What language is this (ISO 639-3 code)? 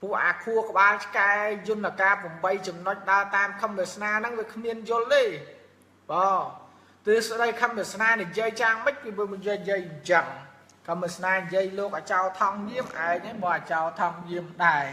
khm